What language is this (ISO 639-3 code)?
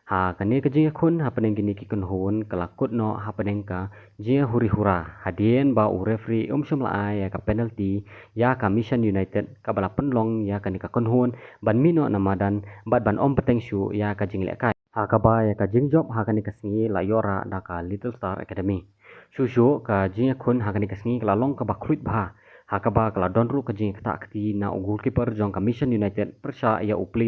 kha